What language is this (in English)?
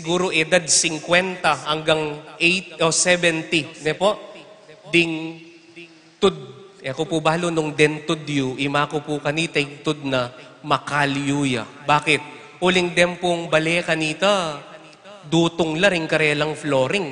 Pampanga